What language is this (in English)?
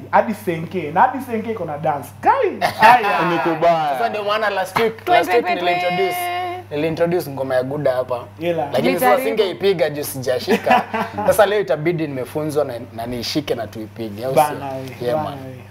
Swahili